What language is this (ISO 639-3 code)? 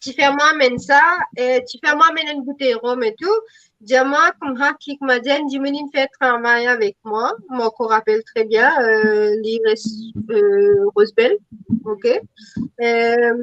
mfe